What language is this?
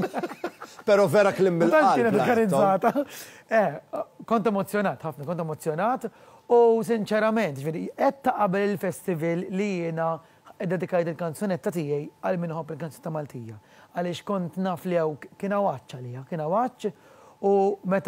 Maltese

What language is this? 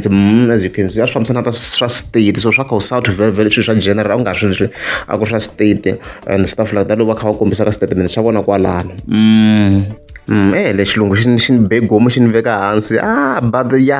Tsonga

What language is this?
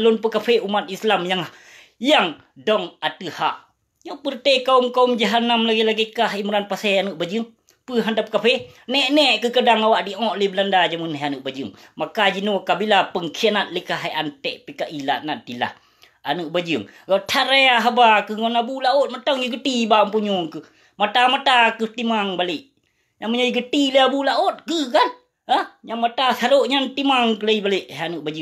Achinese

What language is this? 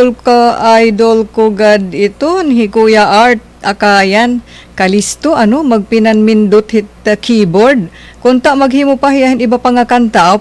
Waray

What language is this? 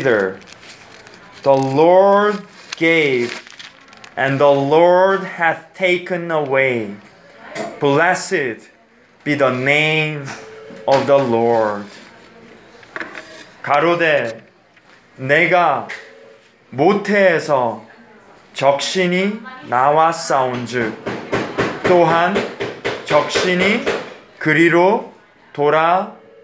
Korean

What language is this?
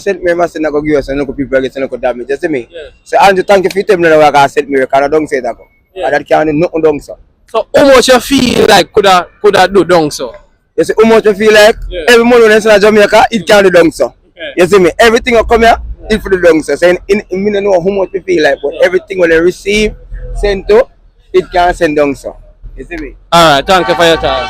Jamaican Creole English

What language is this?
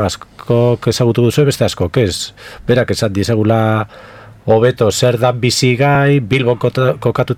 Basque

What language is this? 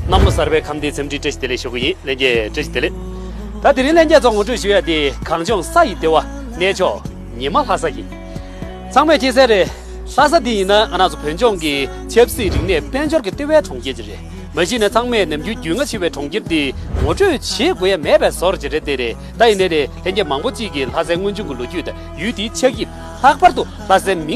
Tibetan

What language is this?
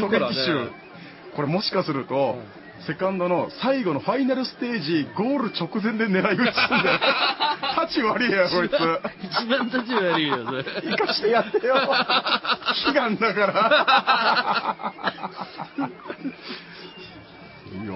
Japanese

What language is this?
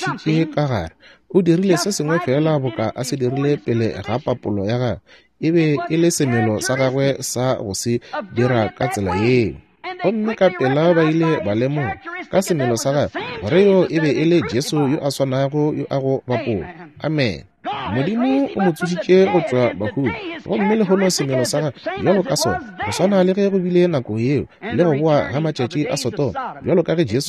Northern Sotho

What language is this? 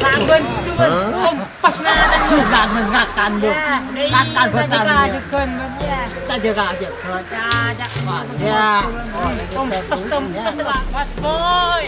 Madurese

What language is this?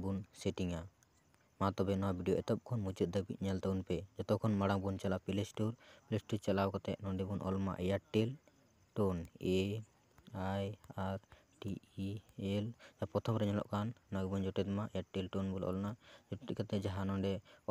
Santali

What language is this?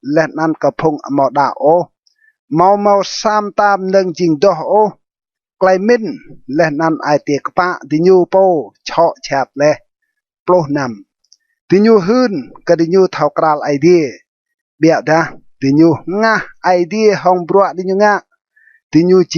Rade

